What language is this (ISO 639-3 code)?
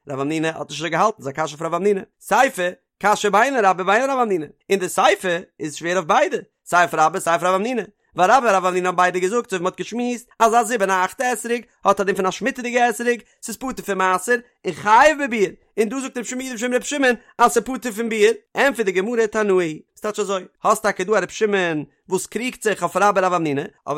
yid